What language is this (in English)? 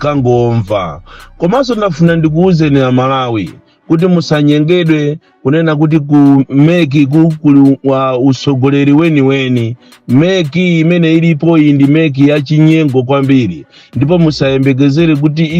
Nyanja